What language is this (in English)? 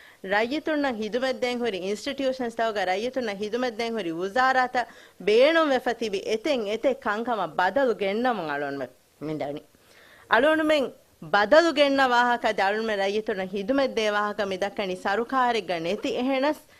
Divehi